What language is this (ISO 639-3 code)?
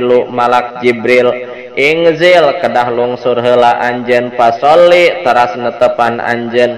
sun